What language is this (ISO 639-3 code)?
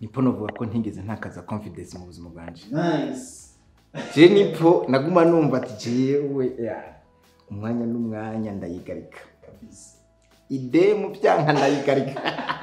run